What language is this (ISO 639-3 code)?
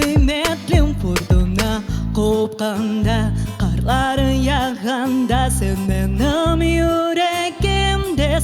crh